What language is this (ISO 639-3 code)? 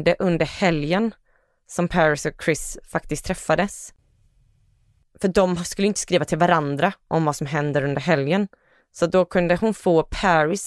swe